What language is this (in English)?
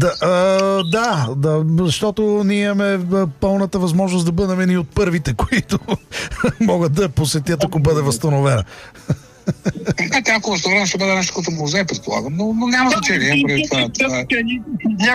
Bulgarian